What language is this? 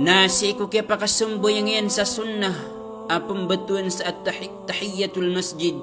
Maranao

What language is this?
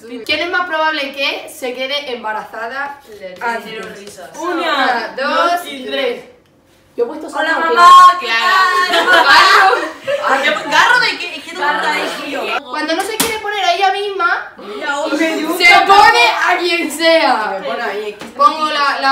Spanish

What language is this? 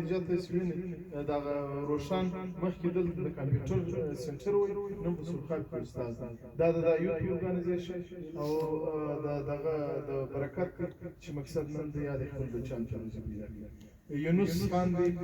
Pashto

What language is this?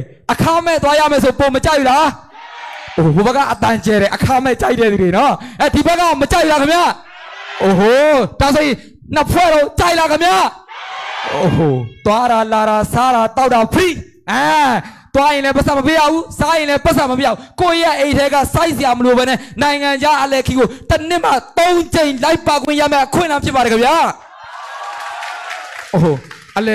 Burmese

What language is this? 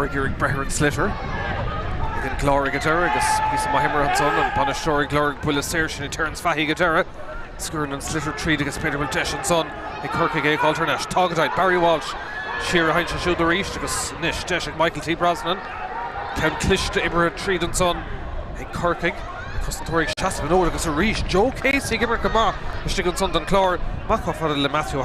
Irish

